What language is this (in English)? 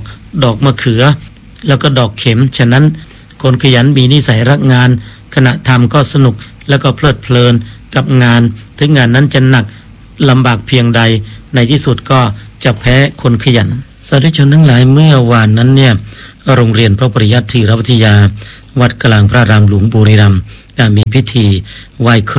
Thai